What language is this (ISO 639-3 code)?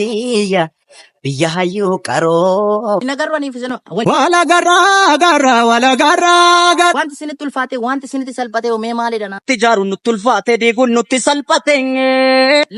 orm